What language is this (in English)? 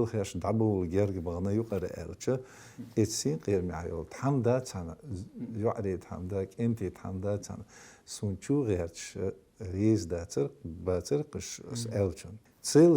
Chechen